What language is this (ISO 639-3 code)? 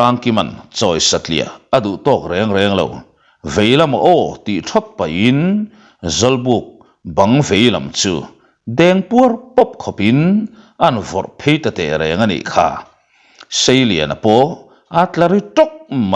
lus